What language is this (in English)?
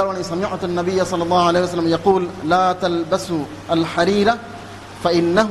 Divehi